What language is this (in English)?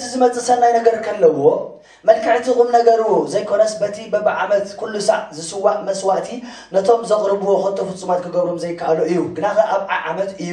Tigrinya